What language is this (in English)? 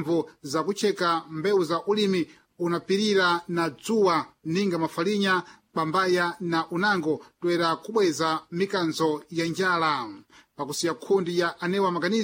Sena